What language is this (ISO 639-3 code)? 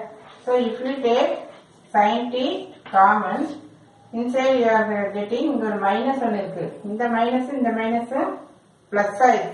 tam